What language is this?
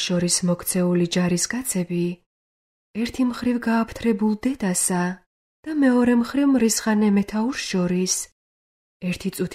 Georgian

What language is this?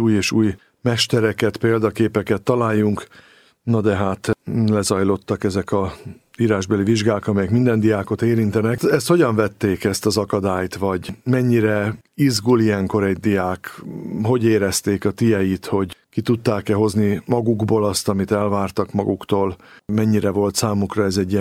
Hungarian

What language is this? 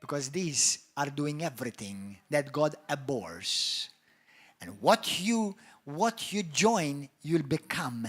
English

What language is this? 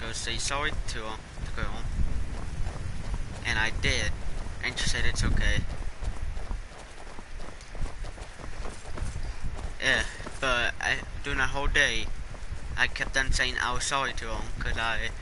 English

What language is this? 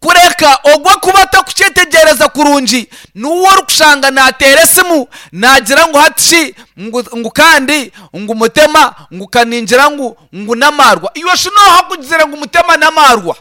Nyankole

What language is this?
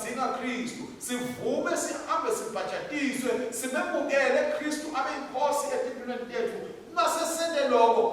Swati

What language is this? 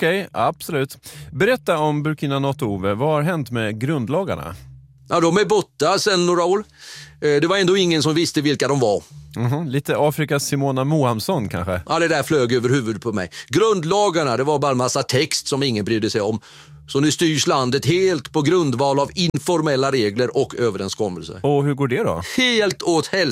Swedish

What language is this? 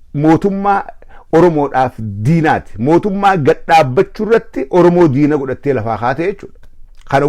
Oromo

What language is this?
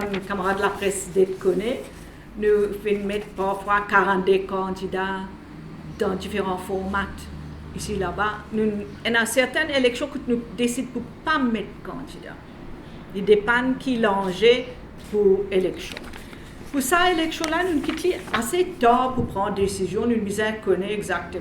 Morisyen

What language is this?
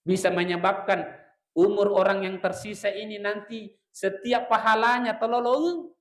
Buginese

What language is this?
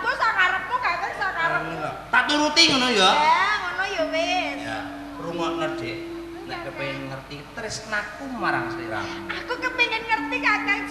Javanese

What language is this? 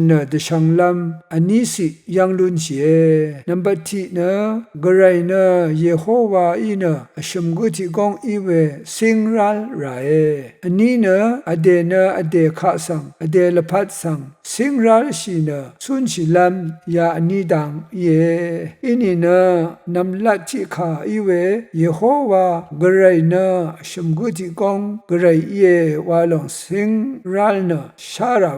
Rawang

